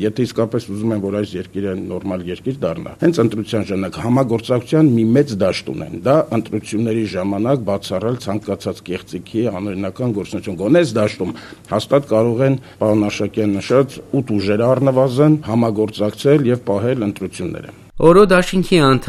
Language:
Armenian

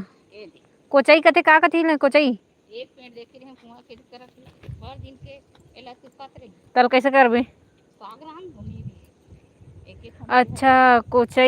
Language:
Chhattisgarhi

